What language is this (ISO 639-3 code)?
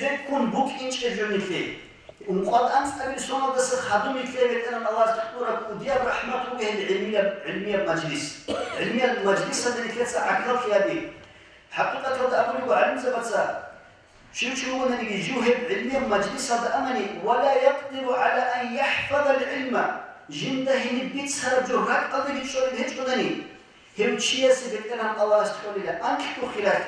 ava